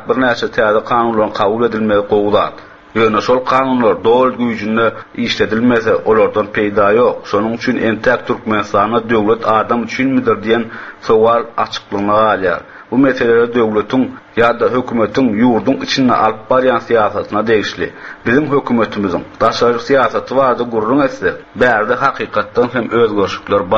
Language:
Turkmen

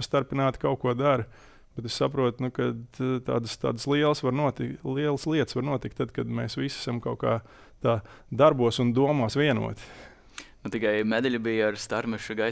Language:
Latvian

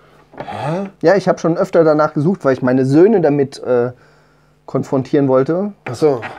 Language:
German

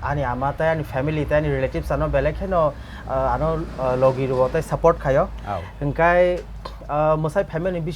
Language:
Kok Borok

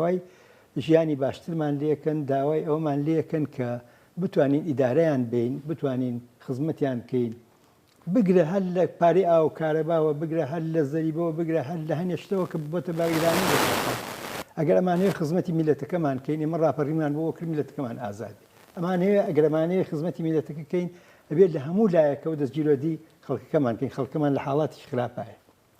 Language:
Central Kurdish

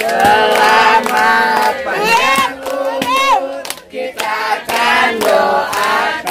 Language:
Betawi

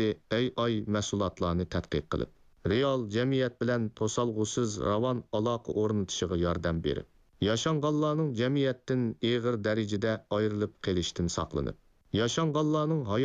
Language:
Uyghur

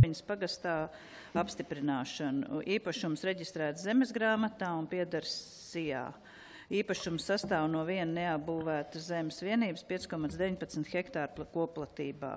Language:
Latvian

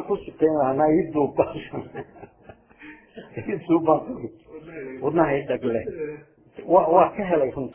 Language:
Somali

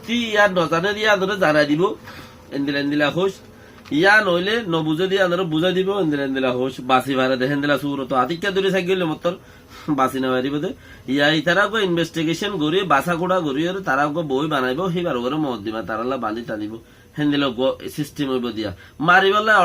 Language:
Rohingya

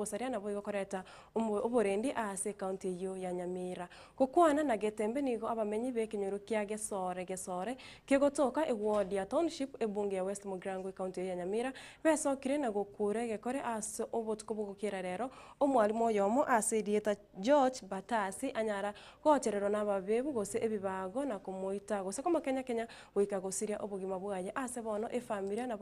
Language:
Gusii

